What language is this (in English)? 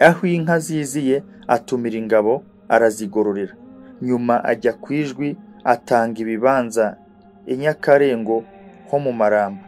Kinyarwanda